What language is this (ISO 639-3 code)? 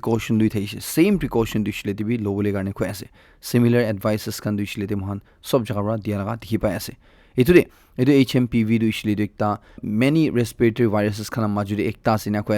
nag